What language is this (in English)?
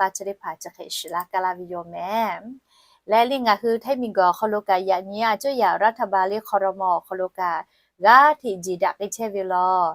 Lahu